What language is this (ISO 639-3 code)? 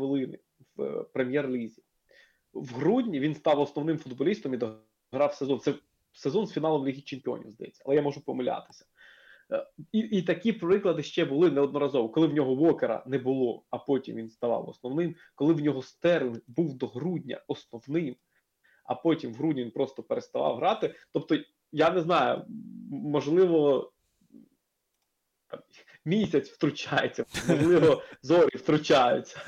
ukr